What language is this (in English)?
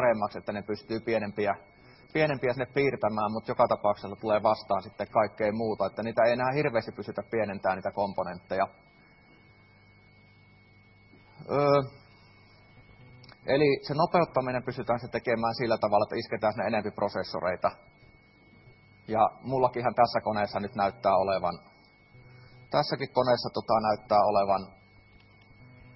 Finnish